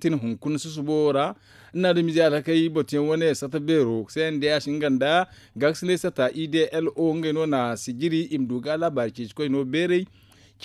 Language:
Zarma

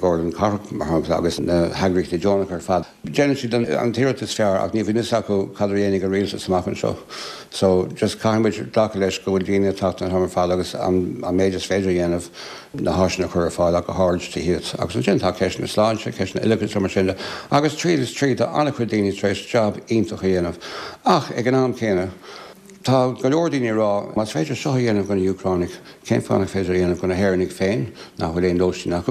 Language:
Irish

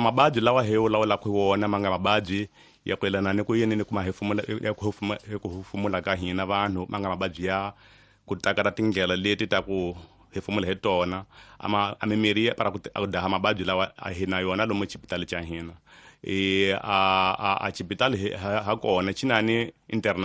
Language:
Tsonga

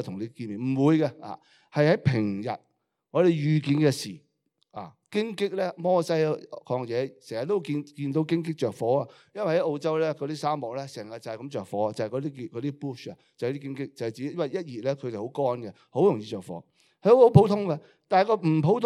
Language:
Cantonese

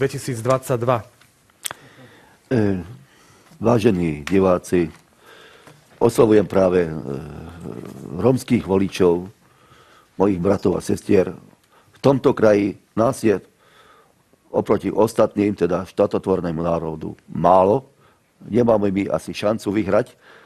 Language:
Slovak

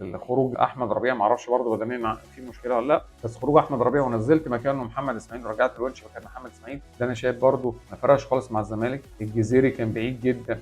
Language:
Egyptian Arabic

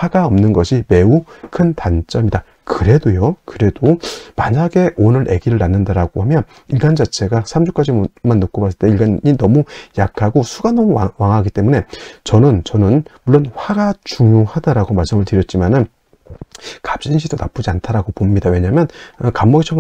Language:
Korean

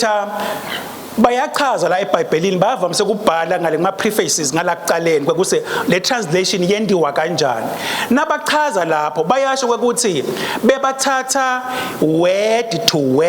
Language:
Swati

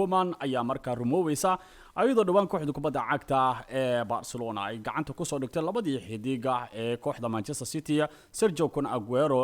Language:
Somali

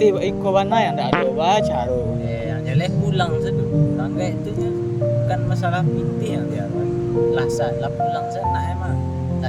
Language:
Minangkabau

